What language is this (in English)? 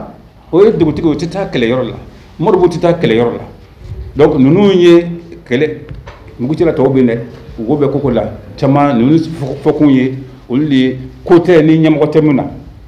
Bambara